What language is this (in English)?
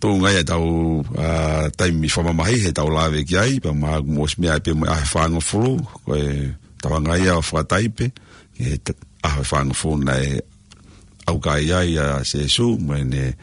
Tongan